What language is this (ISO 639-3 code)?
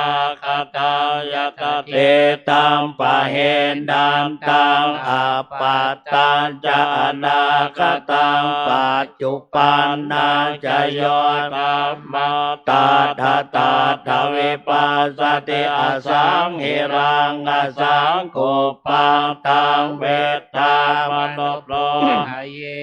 pli